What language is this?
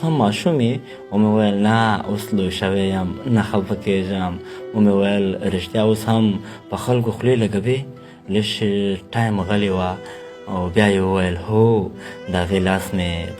Pashto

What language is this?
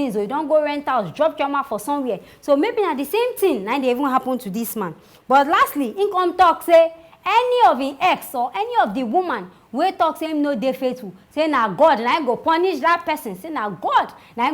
Nigerian Pidgin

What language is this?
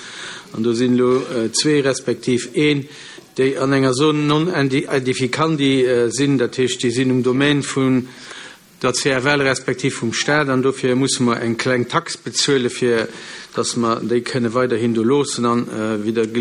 Luxembourgish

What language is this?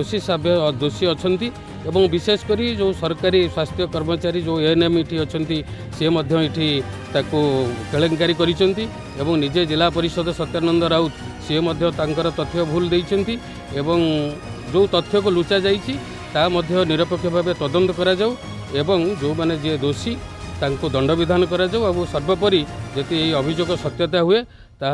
Odia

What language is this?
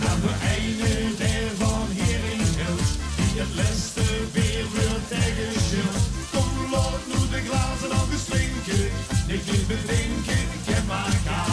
Limburgish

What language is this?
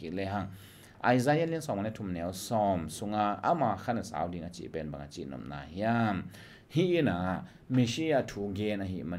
Tedim Chin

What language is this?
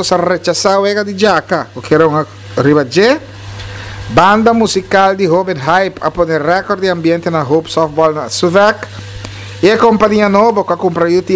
Papiamento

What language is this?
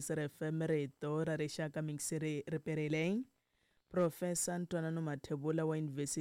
Tsonga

